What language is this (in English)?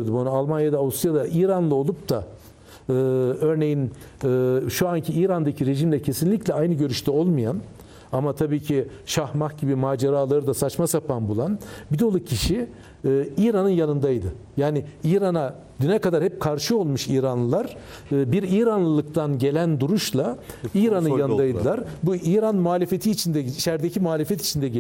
Turkish